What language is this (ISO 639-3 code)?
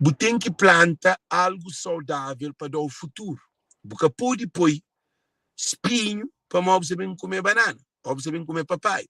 kea